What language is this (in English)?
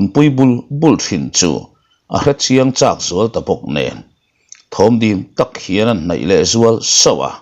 Mizo